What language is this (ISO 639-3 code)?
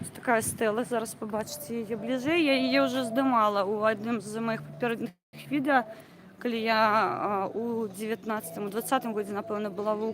bel